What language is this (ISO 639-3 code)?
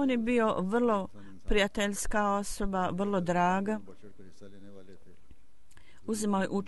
bos